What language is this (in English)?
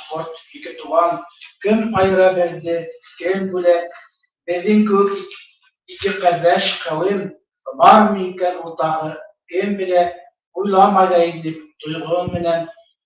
Bashkir